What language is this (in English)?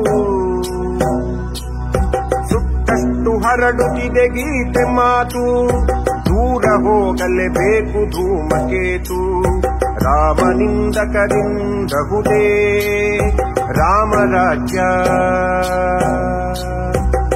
Kannada